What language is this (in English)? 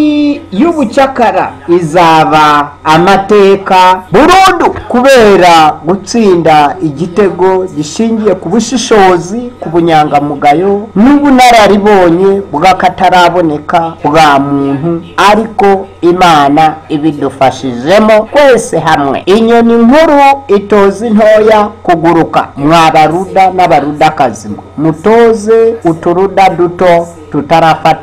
Kinyarwanda